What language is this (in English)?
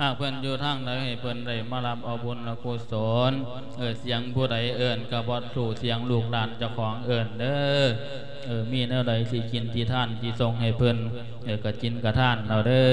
Lao